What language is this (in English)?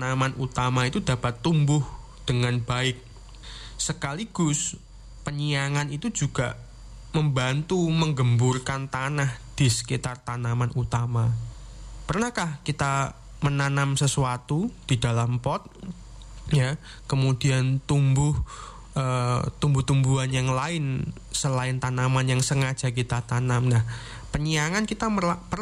Indonesian